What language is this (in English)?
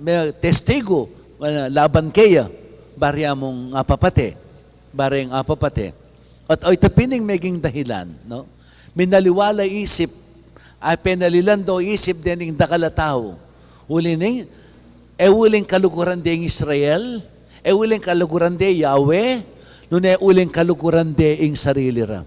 Pampanga